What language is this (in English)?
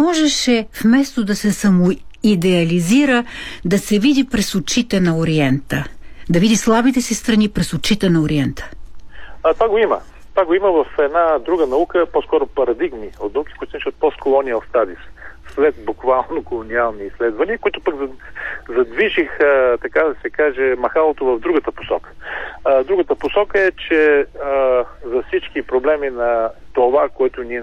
Bulgarian